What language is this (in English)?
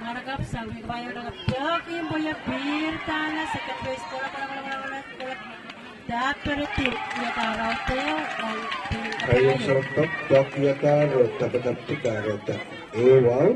Pohnpeian